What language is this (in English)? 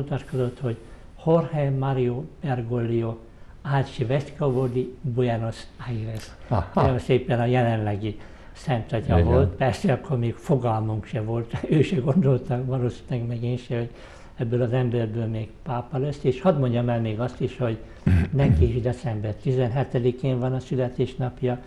Hungarian